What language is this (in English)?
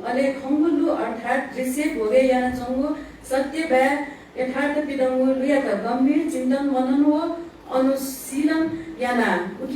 Newari